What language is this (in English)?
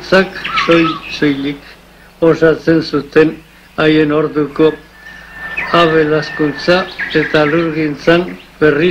Basque